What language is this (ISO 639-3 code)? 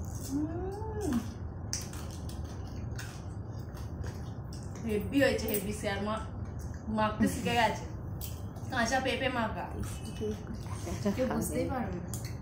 ben